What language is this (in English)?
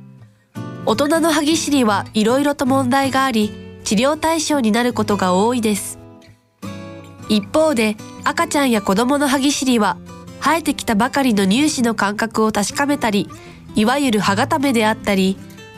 Japanese